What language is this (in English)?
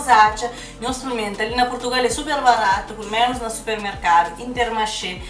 Kabuverdianu